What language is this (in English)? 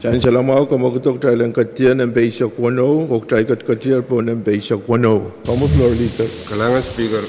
Pohnpeian